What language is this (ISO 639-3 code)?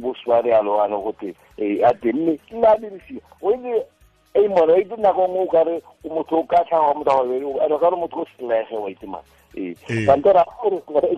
tsn